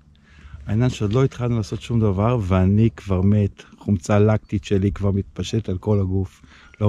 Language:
Hebrew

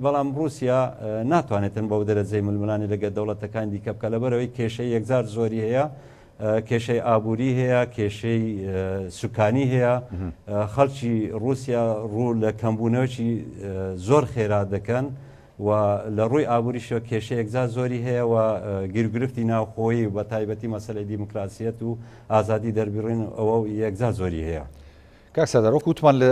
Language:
Central Kurdish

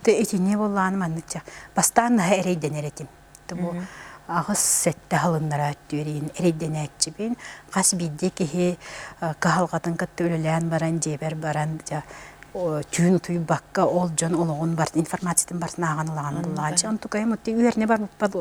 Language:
Yakut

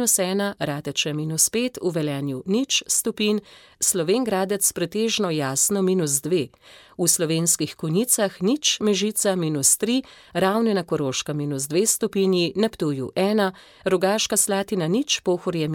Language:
Slovenian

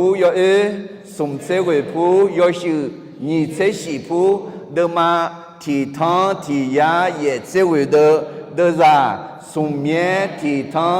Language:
Akha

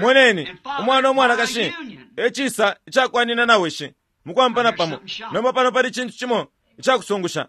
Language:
Bemba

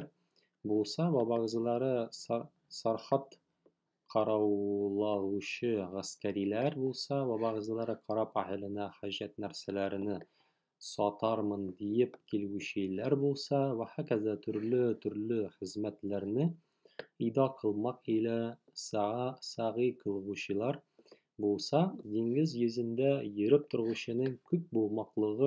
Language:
Tatar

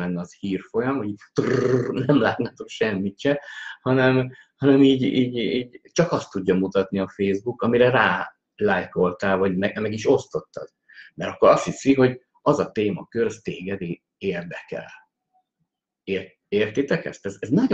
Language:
Hungarian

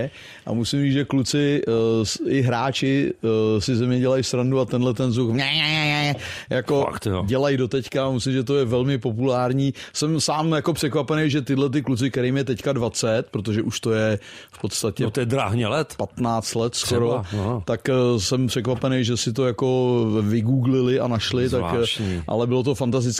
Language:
Czech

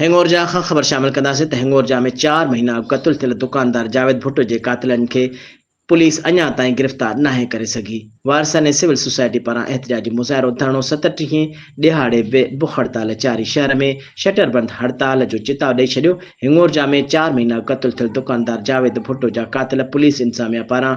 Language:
Sindhi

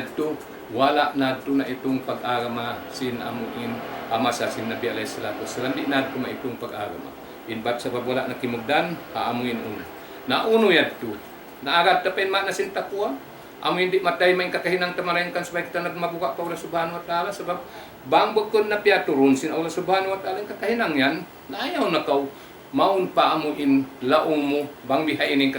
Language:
Tausug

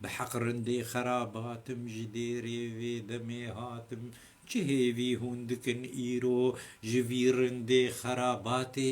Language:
Kurdish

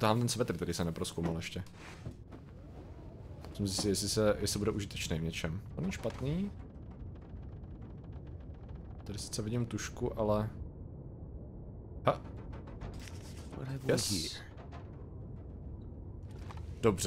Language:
Czech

